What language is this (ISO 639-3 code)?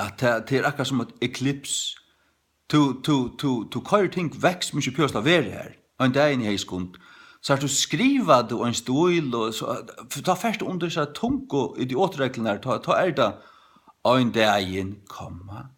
fao